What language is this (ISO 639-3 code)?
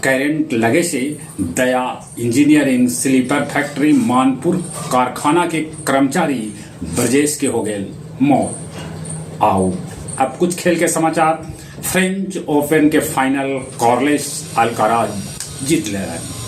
mag